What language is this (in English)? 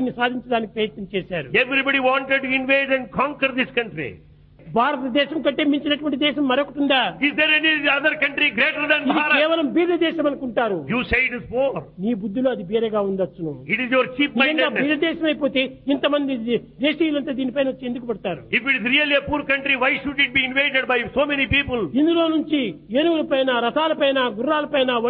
Telugu